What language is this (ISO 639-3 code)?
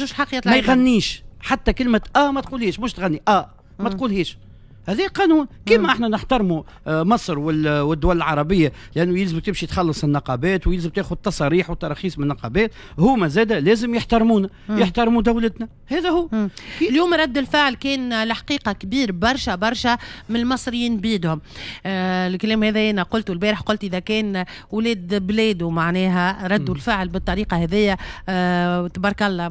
aeb